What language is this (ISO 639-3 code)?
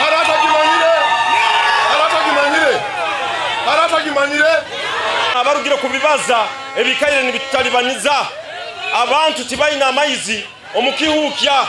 nyn